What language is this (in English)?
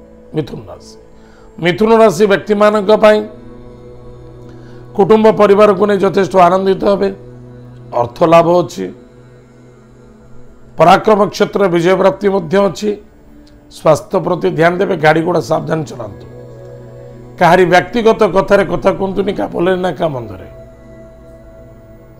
Odia